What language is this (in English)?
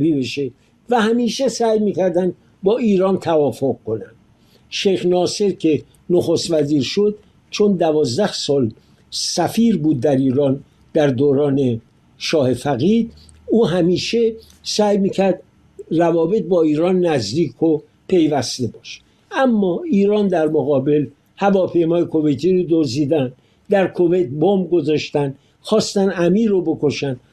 Persian